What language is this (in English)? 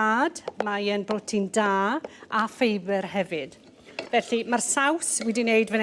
Welsh